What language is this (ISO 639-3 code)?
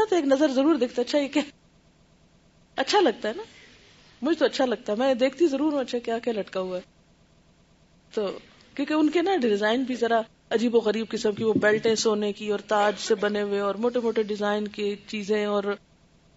urd